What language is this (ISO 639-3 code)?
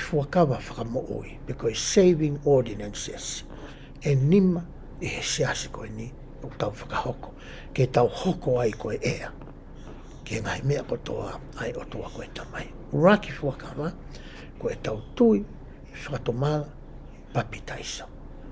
ton